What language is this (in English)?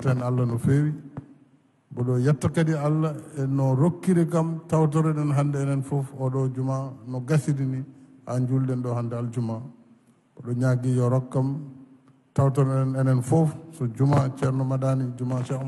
Fula